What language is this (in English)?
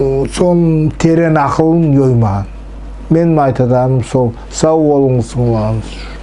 Nogai